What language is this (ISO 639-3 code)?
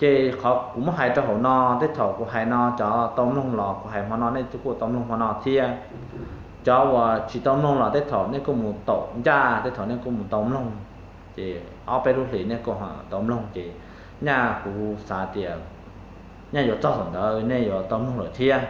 hmn